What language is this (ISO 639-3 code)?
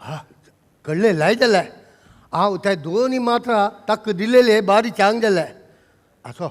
kok